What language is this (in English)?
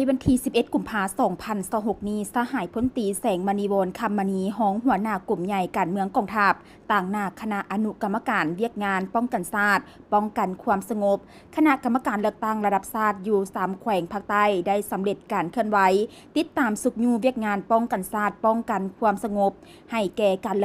Lao